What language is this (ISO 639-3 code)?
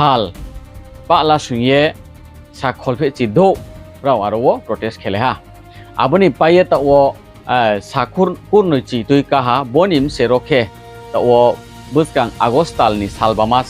ria